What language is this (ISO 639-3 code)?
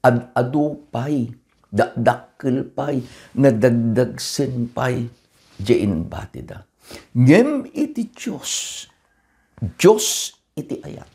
ilo